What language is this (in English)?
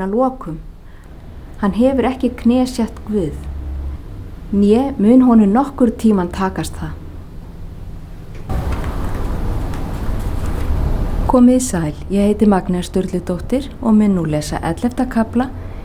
Icelandic